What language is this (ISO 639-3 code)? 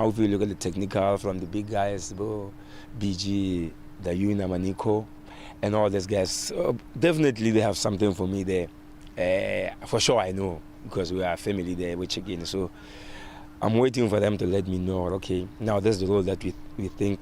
tsn